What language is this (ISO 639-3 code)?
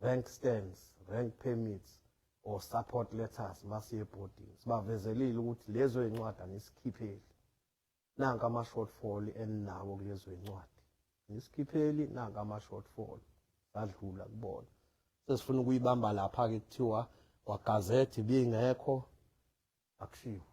zul